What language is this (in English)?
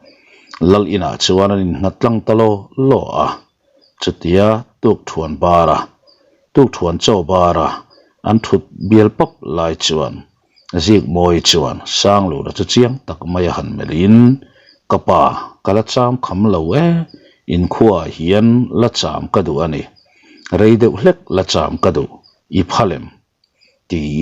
Mizo